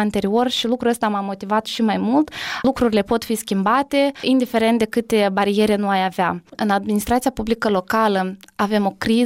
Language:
Romanian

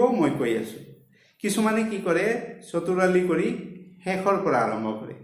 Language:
Assamese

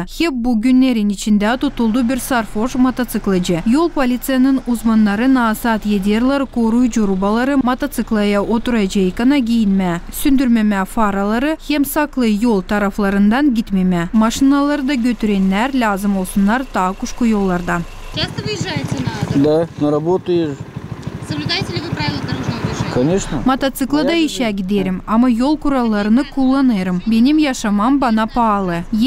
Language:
Gagauz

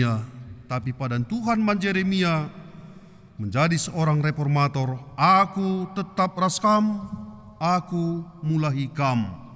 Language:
Batak Karo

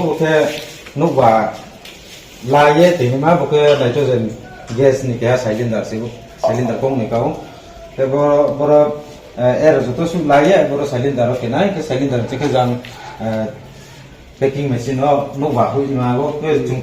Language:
Riang (India)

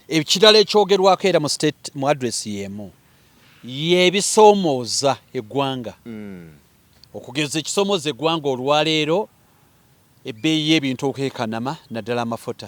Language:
Ganda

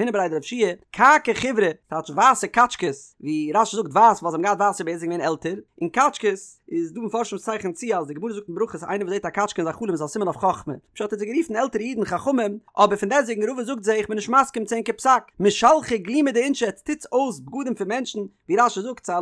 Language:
Yiddish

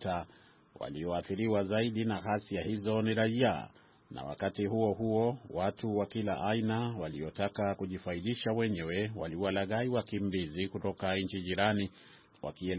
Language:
Swahili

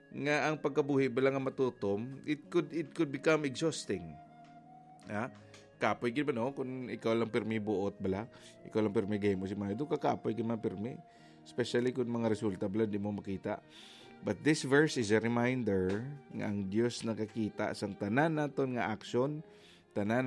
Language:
Hiligaynon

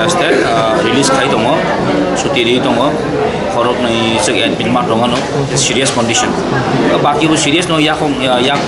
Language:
Kok Borok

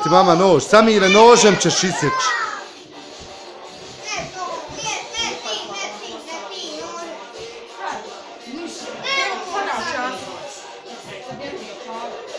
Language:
Bosnian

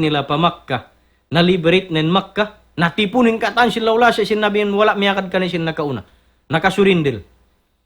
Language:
Tausug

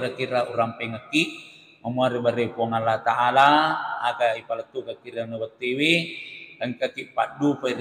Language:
Buginese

